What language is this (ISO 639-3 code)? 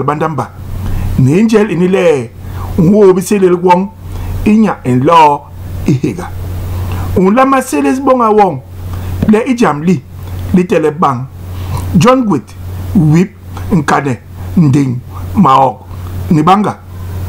bas